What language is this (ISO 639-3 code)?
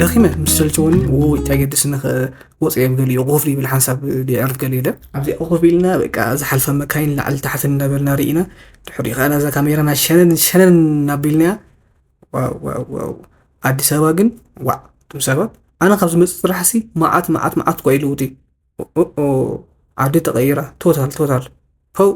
tir